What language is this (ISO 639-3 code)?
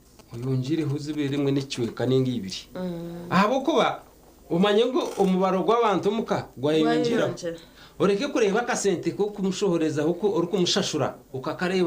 nyn